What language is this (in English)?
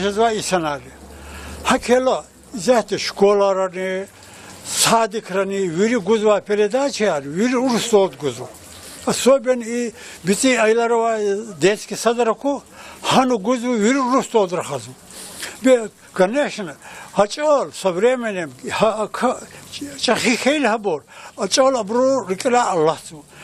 Lezghian